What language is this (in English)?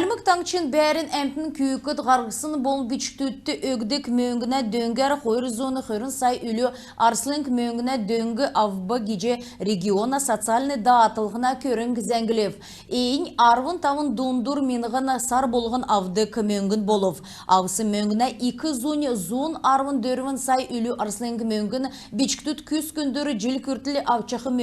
Kalmyk